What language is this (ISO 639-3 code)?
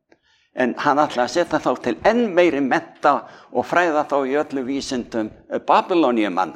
isl